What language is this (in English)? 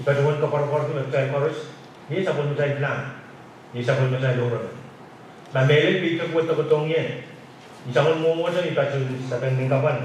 Pohnpeian